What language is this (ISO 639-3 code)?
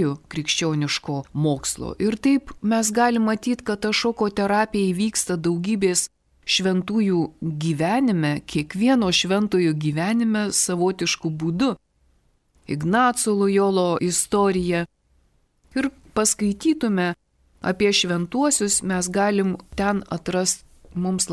lit